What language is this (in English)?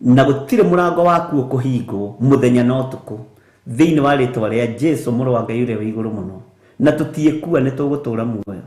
Kikuyu